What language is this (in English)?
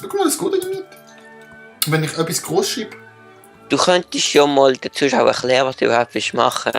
Swiss German